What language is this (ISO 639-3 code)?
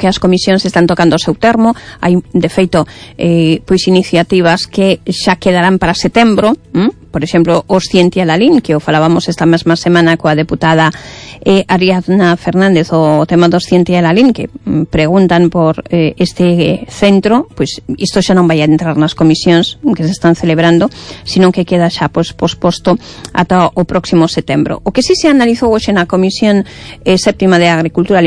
glg